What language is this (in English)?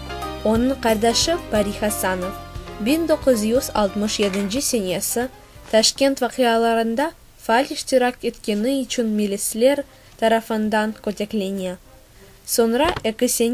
Crimean Tatar